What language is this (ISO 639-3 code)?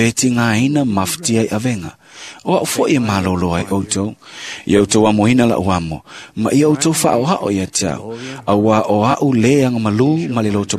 smo